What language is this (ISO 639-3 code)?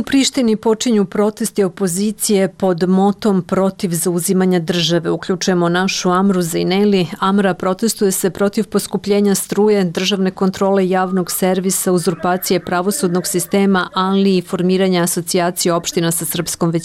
srp